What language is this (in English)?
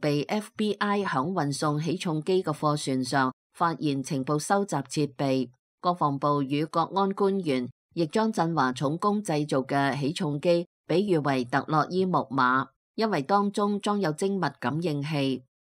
Cantonese